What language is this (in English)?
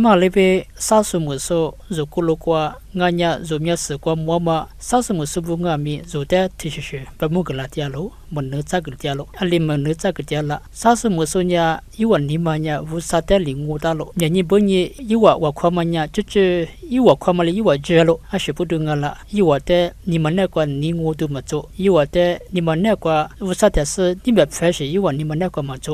Lisu